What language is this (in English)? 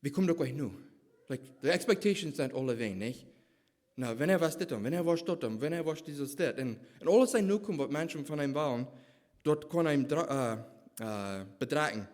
Plautdietsch